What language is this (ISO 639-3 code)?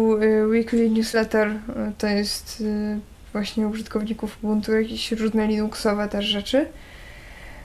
pol